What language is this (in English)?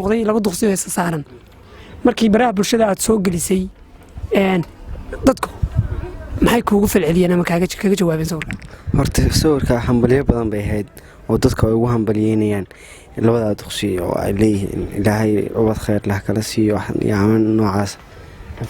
Somali